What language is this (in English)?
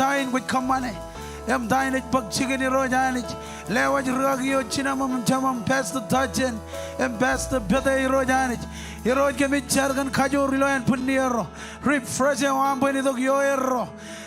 Marshallese